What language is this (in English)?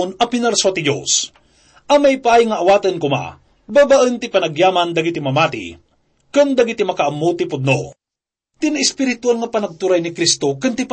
Iloko